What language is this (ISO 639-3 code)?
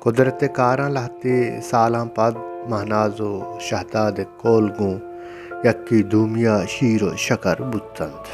bal